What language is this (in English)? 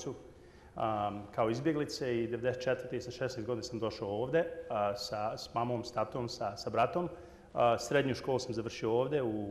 Bosnian